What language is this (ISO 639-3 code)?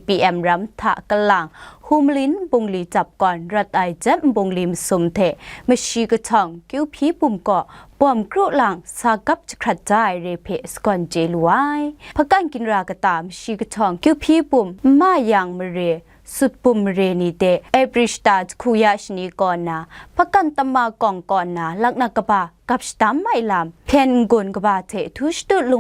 kac